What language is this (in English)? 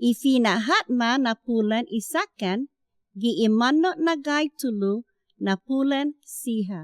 Chamorro